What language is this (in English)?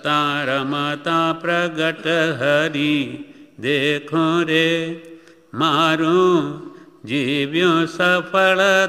Gujarati